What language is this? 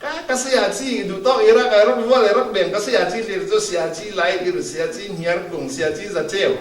Falam Chin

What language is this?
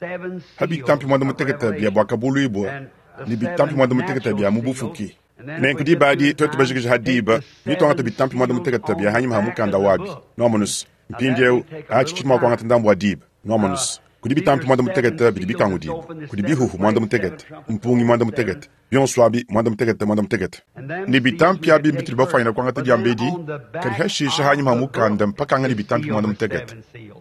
Luba-Lulua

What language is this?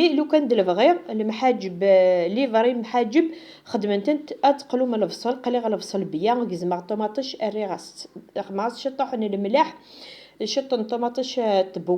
Kabyle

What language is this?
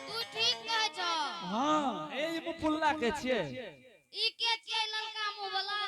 Angika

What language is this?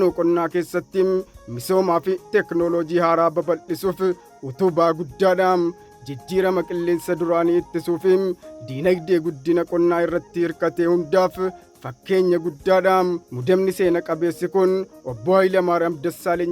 Oromo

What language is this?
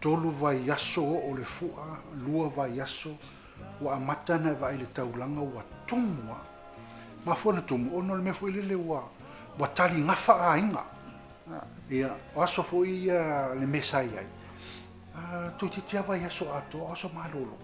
Samoan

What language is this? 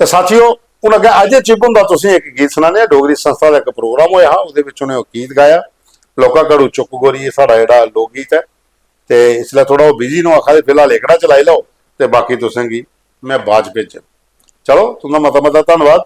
Dogri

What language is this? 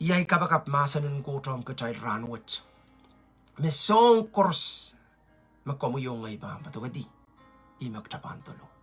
Pohnpeian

